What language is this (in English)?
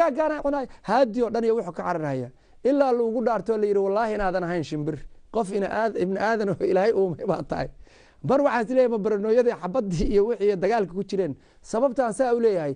Somali